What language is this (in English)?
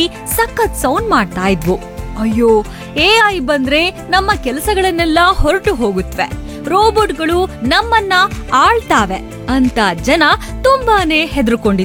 Kannada